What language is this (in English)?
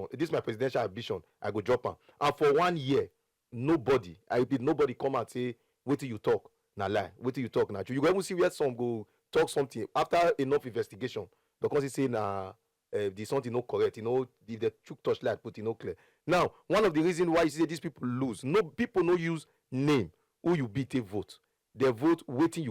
Nigerian Pidgin